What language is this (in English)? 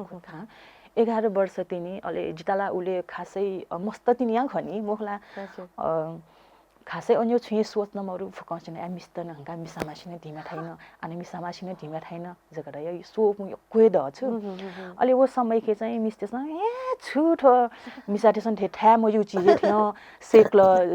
Newari